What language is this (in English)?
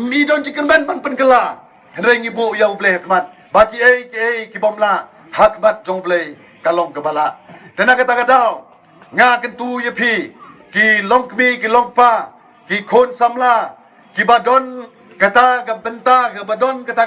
Khasi